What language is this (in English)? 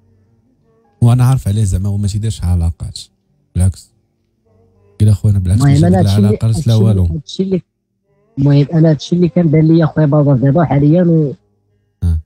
Moroccan Arabic